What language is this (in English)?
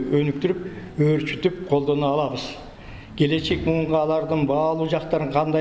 Kyrgyz